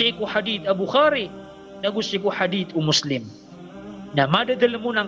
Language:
Maranao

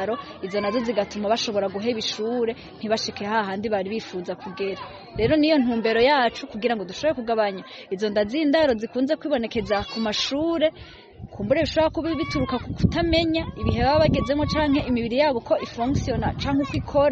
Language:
Rundi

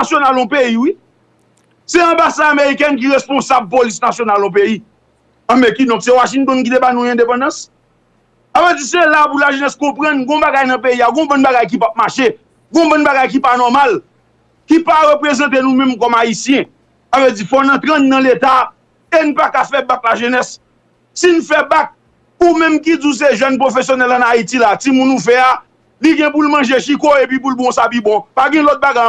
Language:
Haitian Creole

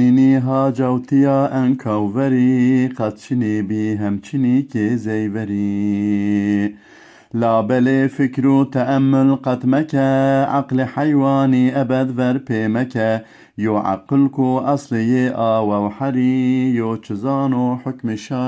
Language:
Zaza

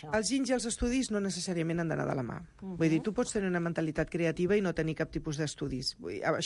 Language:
Catalan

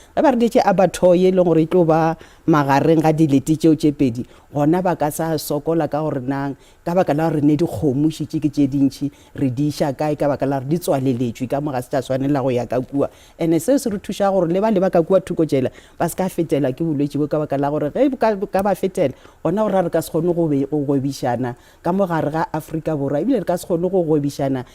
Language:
Northern Sotho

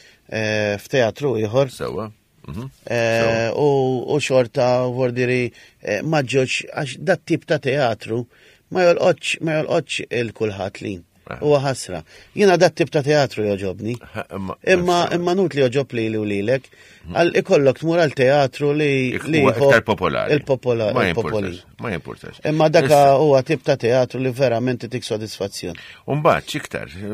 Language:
Maltese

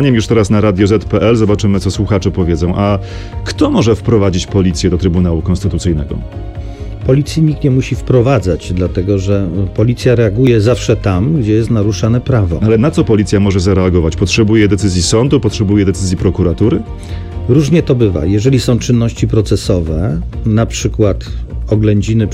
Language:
Polish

